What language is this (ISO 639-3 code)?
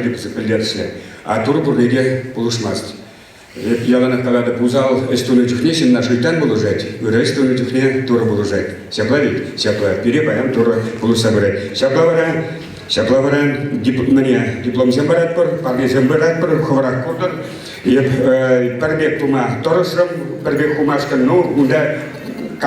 chv